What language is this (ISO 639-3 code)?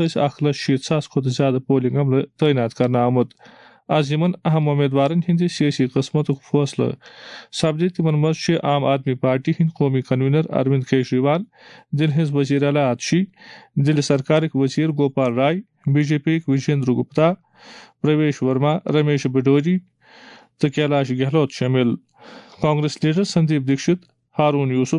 kas